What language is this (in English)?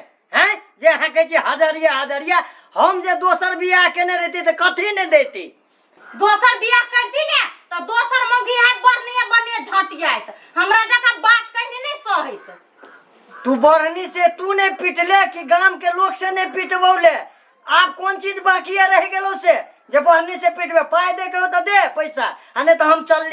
Maithili